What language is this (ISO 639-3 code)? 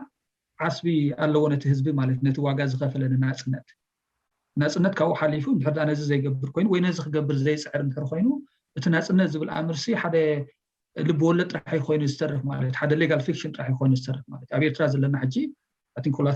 tir